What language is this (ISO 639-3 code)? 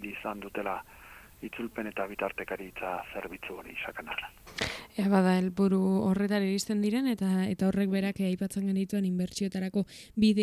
eus